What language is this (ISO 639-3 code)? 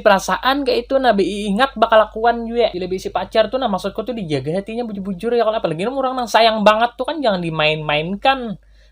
bjn